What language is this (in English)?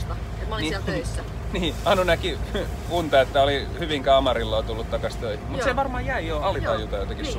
Finnish